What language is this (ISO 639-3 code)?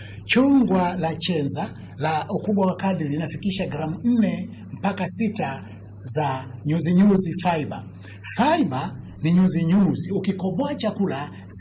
swa